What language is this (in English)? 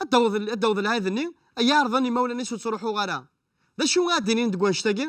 Kabyle